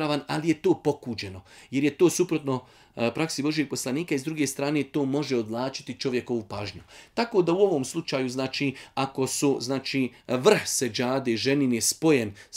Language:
Bosnian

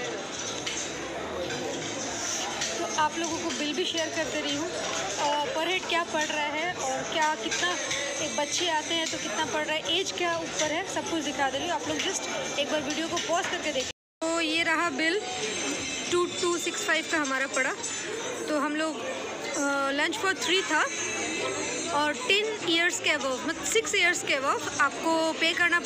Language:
Hindi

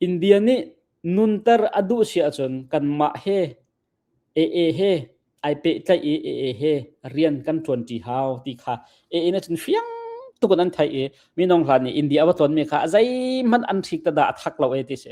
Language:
Hakha Chin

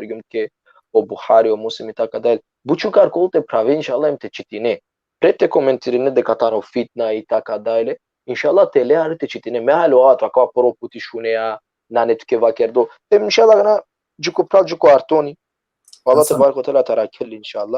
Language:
Balkan Romani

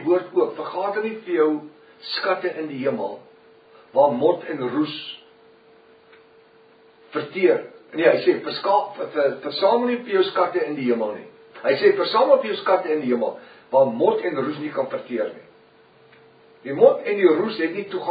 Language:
Afrikaans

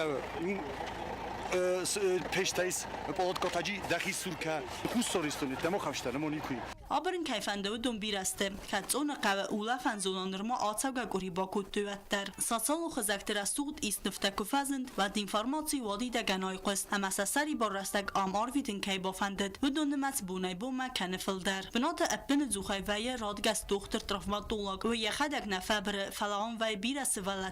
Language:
Ossetic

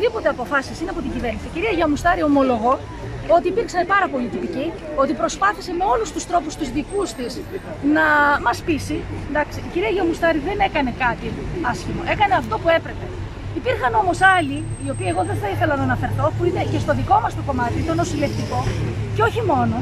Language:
Greek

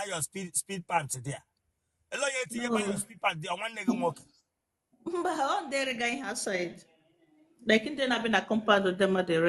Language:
Igbo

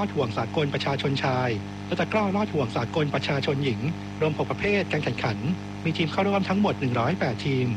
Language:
Thai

